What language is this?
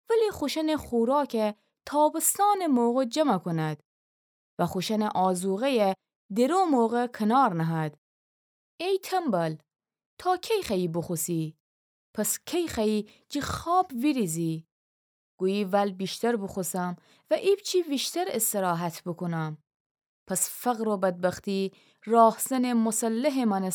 Gilaki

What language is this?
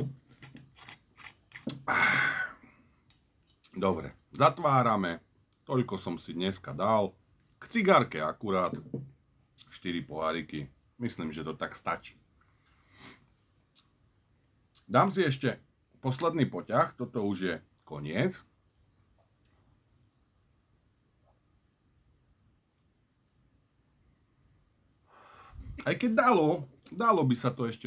Slovak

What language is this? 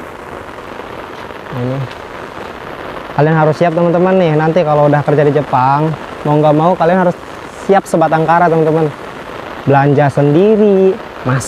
Indonesian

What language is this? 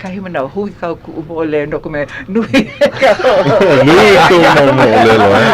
Hawaiian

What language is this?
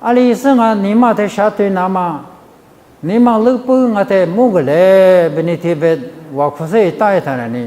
Lisu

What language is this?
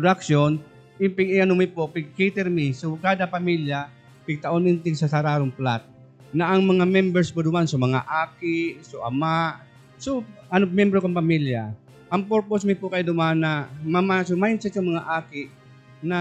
Bikol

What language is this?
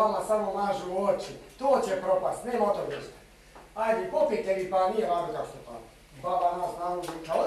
Bosnian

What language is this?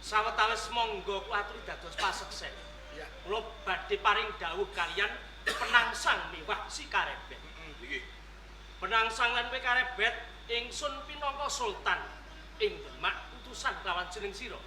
Javanese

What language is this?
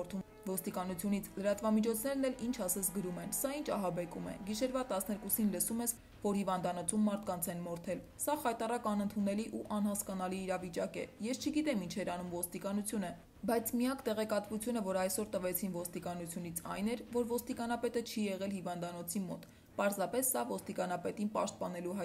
Armenian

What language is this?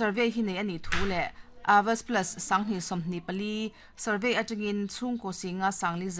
Mizo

